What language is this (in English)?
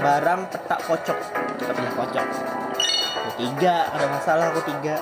Banjar